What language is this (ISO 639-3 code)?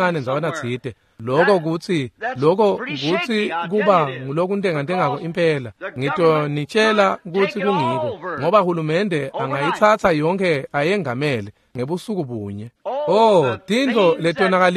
ssw